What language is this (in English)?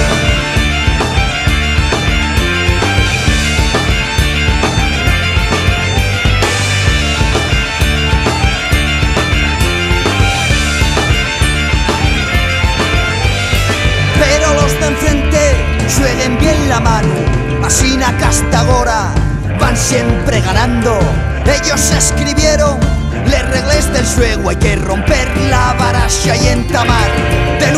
Asturian